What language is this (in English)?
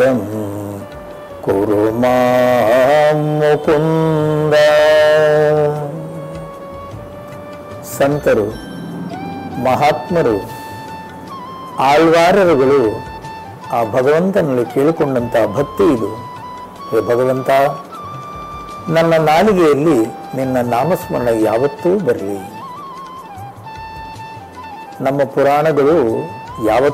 Kannada